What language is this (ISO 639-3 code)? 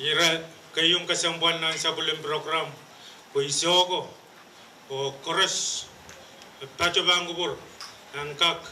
pon